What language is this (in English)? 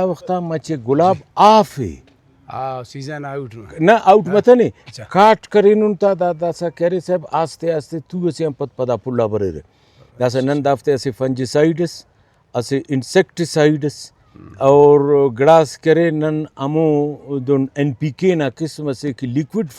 Brahui